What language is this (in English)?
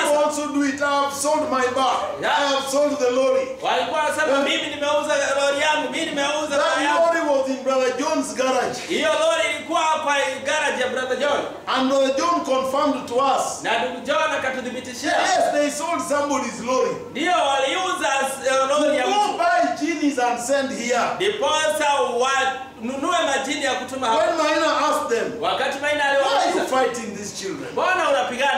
Swahili